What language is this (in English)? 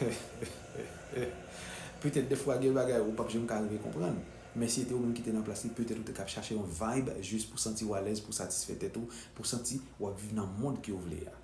Haitian Creole